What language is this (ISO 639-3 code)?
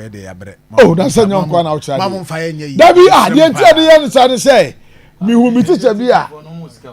aka